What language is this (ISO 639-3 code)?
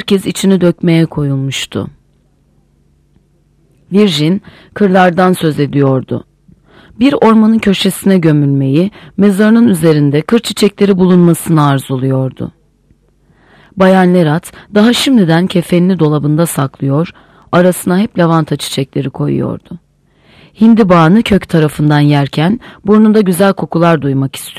tur